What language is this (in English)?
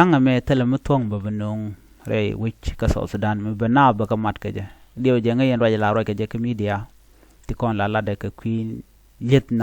Nuer